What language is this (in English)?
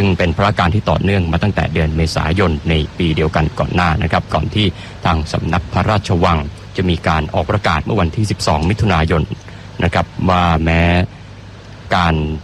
Thai